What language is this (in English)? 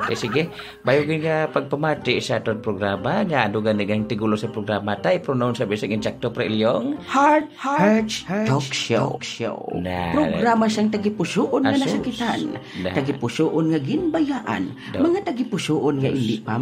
Hiligaynon